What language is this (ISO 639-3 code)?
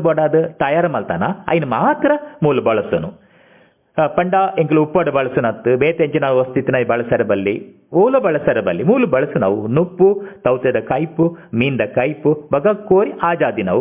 tcy